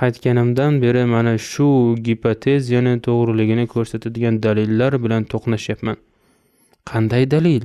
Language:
Uzbek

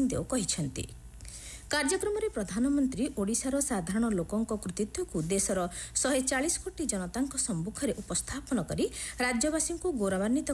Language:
Odia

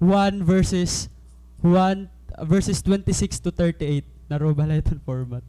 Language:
Waray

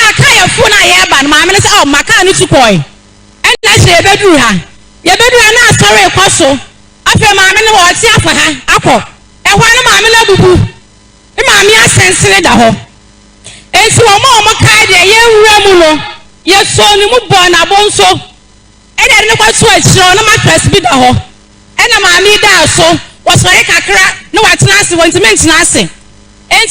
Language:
Akan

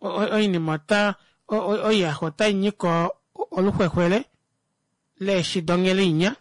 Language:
Kuanyama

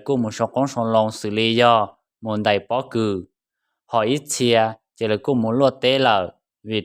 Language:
Hmong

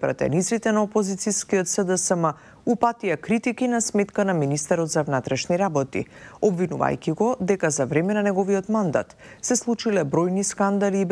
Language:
Macedonian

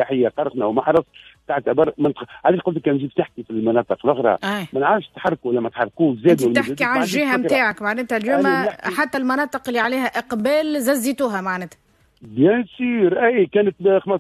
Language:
Tunisian Arabic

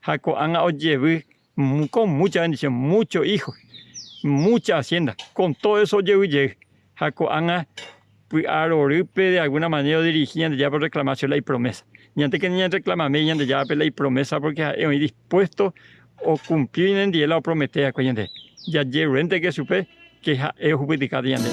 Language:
Guarani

